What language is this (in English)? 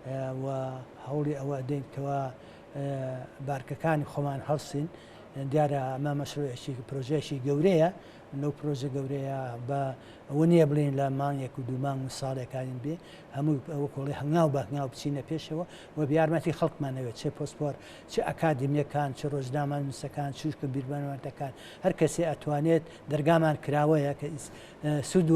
Central Kurdish